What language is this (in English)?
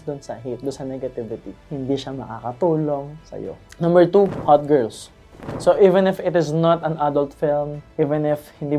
Filipino